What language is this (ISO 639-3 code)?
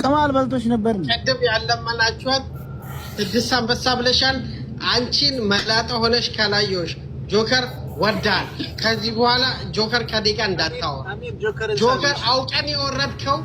amh